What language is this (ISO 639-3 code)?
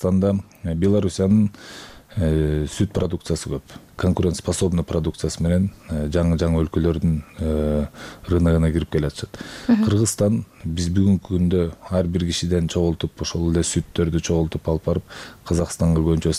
kir